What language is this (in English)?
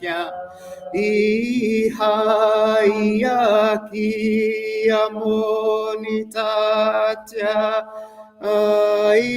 Māori